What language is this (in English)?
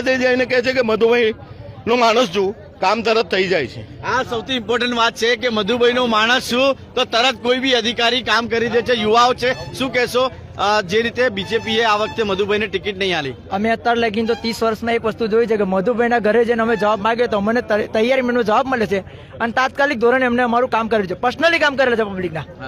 Gujarati